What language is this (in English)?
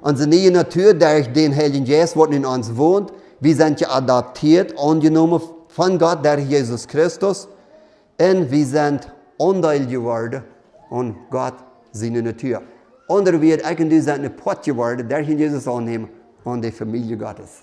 Plautdietsch